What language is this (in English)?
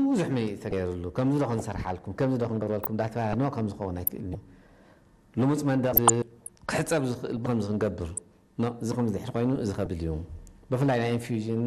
Tigrinya